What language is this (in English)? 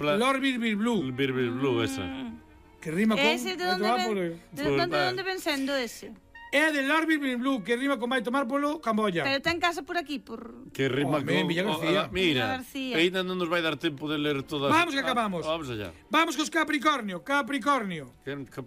Galician